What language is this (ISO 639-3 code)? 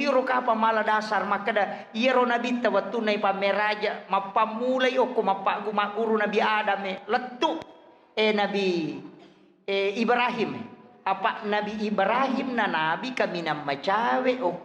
bug